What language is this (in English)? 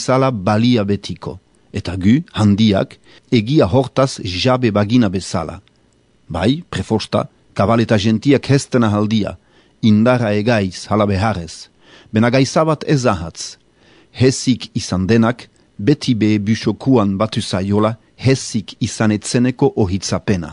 Basque